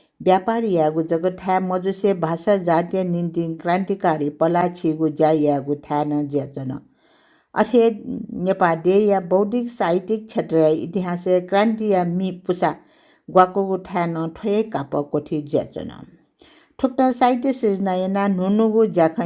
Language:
Newari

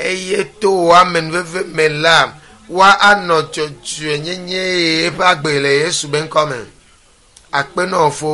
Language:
Ewe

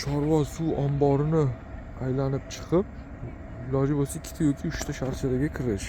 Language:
Uzbek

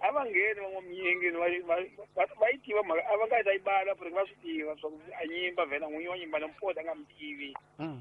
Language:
Tsonga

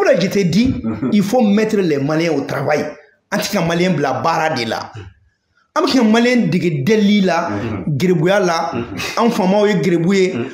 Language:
Bambara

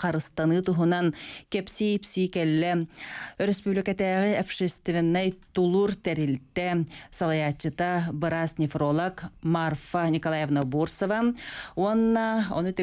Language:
Yakut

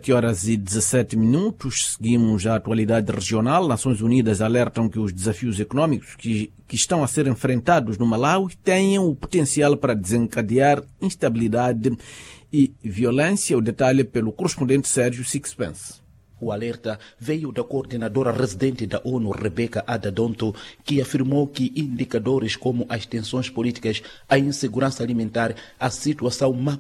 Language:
Portuguese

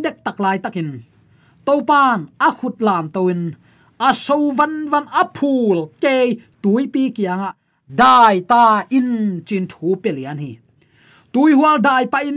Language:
Tedim Chin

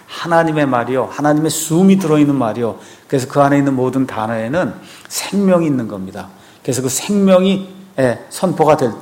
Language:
Korean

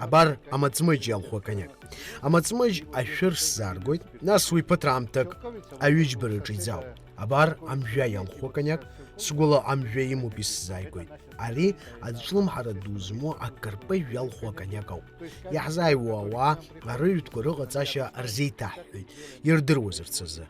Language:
Abkhazian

